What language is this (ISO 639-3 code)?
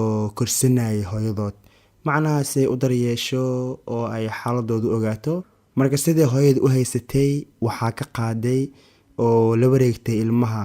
som